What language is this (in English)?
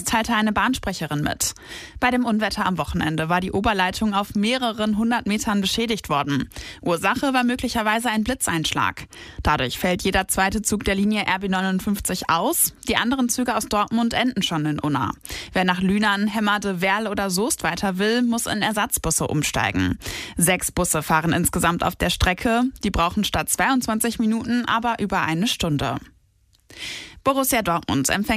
German